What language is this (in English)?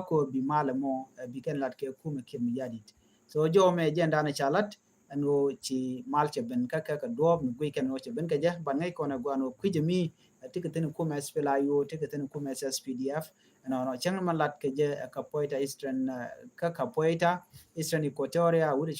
Nuer